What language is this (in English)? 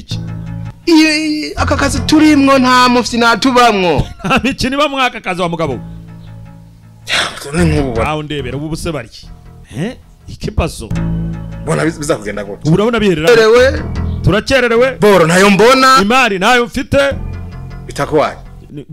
Kinyarwanda